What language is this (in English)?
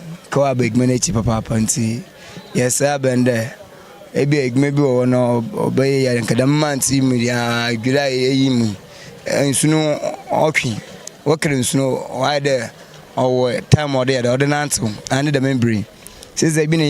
Akan